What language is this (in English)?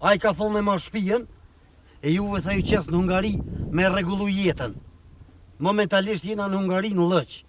Albanian